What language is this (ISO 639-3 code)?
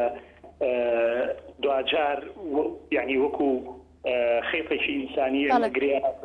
ckb